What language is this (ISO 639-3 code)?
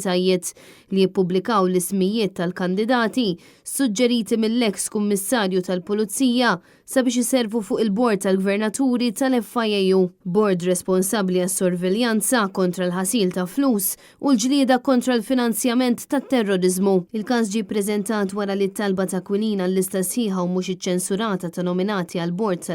mlt